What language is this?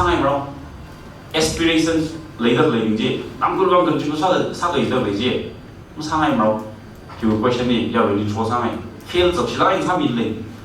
Tangkhul Naga (India)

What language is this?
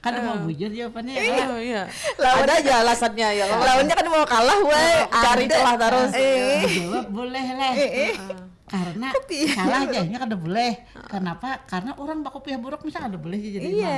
Banjar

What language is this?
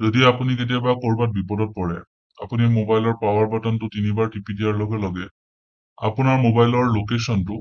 Assamese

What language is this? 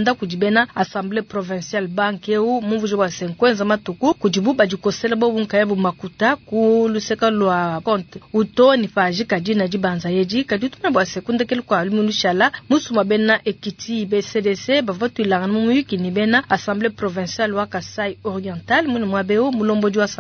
Luba-Lulua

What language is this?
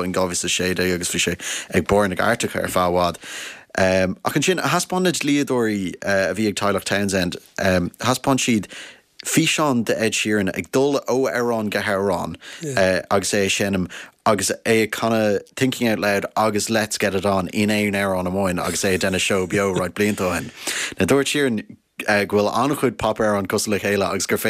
Irish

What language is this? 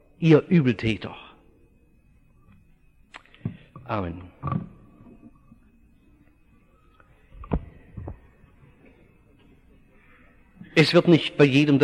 German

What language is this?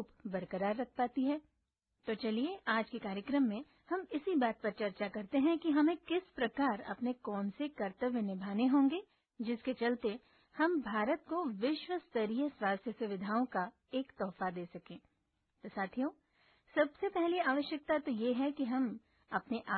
Hindi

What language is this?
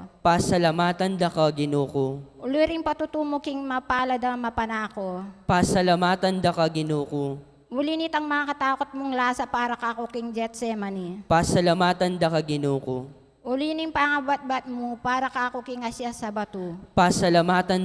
Pampanga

